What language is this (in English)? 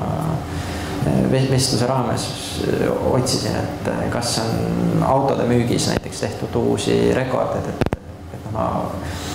Estonian